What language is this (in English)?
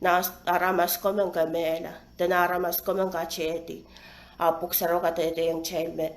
Pohnpeian